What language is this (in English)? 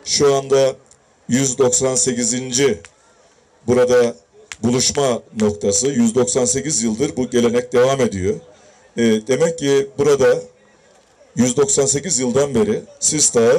Turkish